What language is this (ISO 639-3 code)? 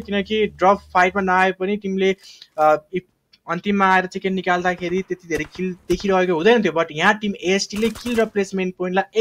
nep